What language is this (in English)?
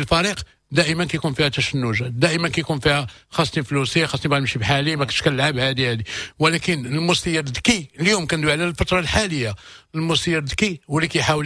Moroccan Arabic